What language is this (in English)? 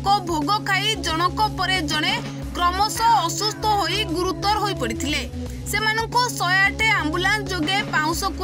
Odia